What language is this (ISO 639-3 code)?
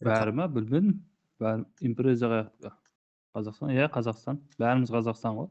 kaa